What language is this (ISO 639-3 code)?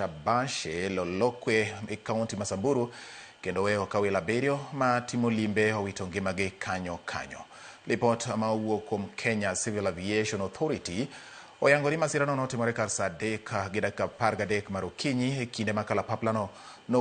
luo